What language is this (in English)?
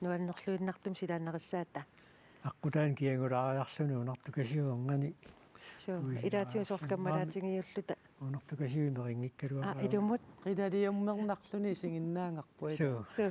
Kalaallisut